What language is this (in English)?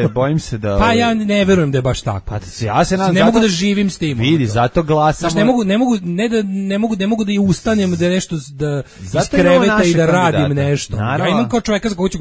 Serbian